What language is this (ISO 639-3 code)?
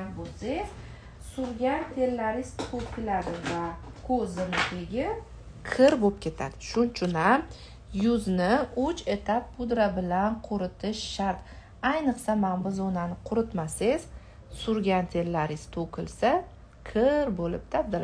uzb